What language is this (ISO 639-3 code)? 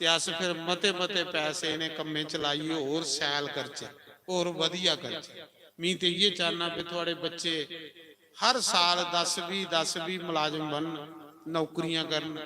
doi